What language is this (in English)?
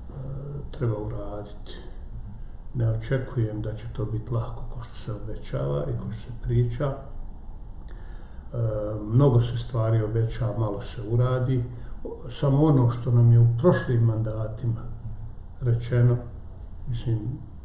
Bosnian